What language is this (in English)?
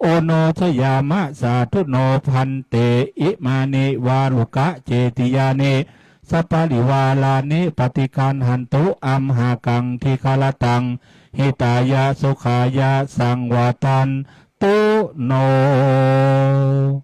Pali